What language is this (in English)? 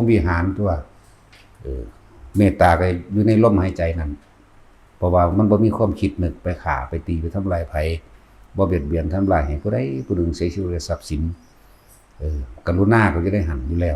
Lao